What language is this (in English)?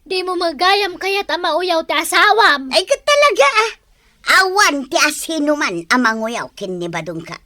Iloko